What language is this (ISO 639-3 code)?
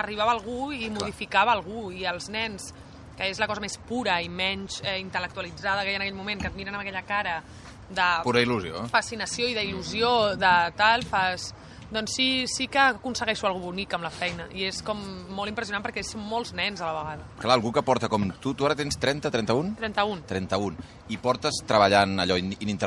cat